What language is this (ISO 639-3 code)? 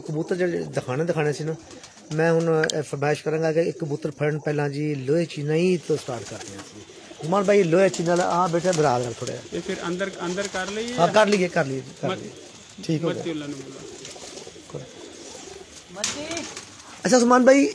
pan